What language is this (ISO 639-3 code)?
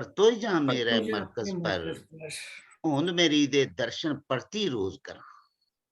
doi